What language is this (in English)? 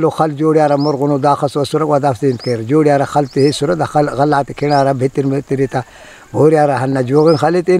Brahui